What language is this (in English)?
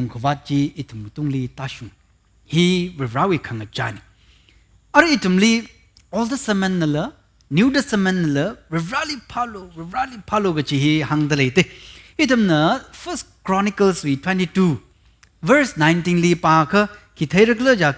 Tangkhul Naga (India)